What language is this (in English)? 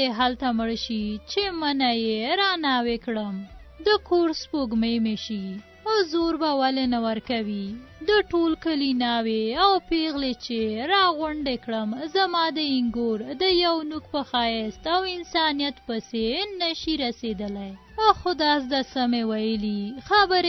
Pashto